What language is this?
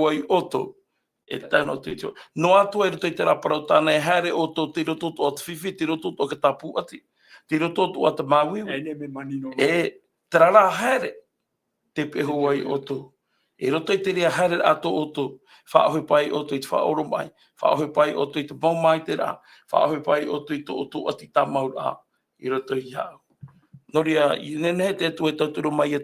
Tahitian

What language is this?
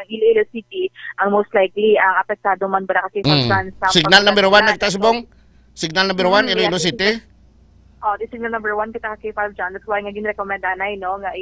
Hiligaynon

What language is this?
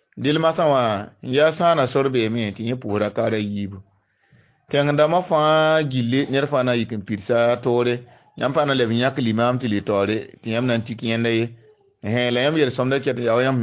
Mossi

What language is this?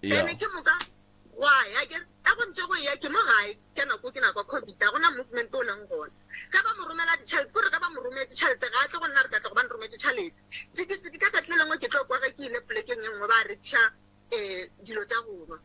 Northern Sotho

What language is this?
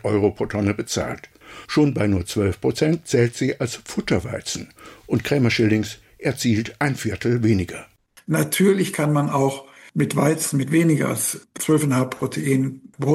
German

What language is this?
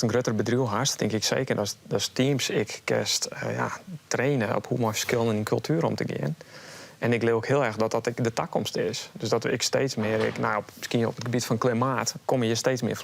Western Frisian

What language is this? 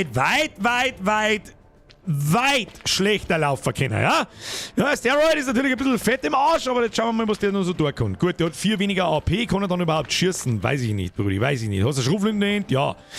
Bavarian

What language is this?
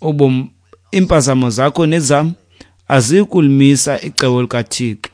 Xhosa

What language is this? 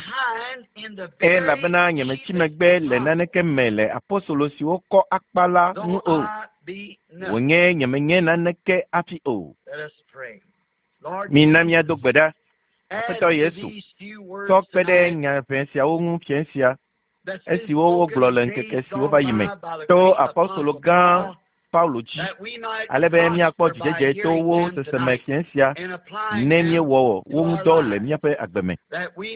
Ewe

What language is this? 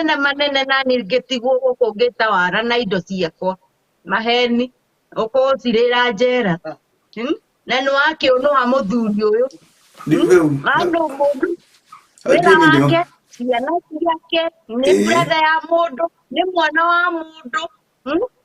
Kikuyu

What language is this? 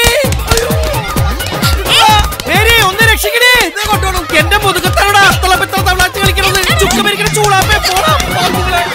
Malayalam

